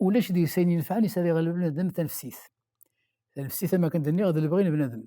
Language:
Kabyle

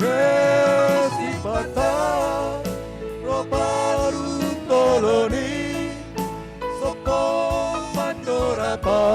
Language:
Batak Simalungun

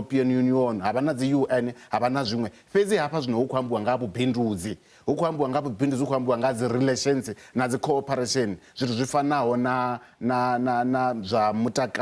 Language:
Venda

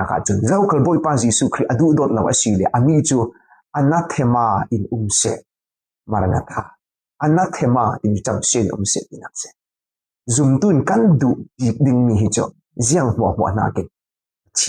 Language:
Falam Chin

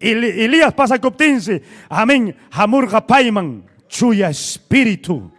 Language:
Ayacucho Quechua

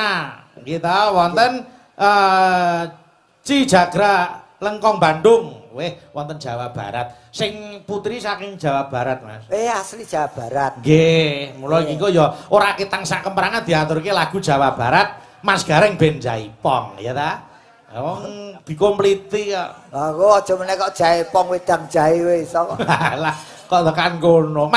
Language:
Javanese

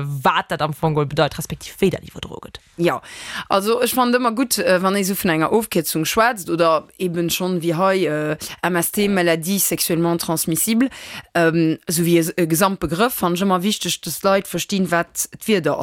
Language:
Luxembourgish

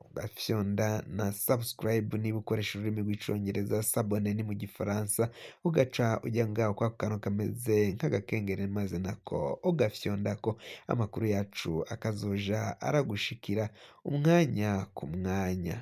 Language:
Rundi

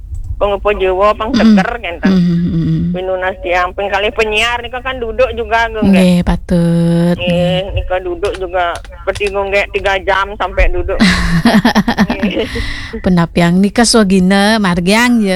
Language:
Balinese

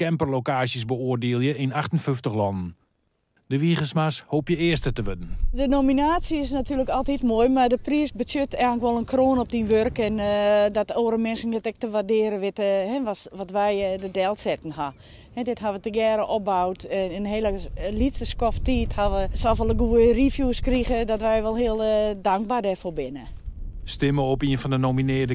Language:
Western Frisian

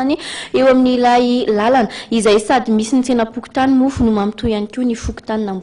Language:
Malagasy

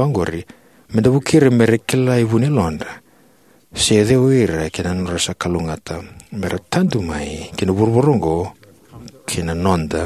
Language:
Fijian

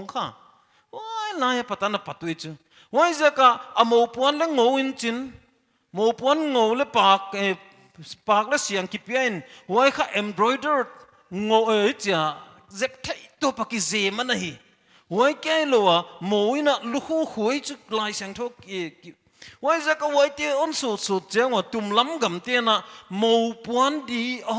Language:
Paite Chin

